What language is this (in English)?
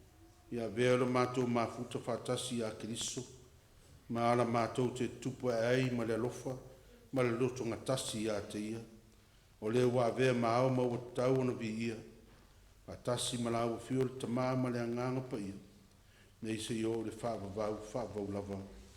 Samoan